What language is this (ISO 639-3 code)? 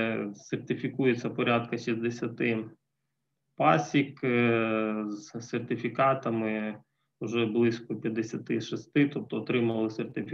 ukr